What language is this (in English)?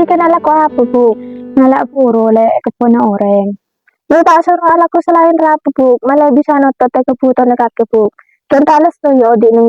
Madurese